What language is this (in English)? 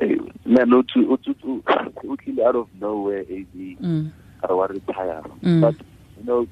Tswana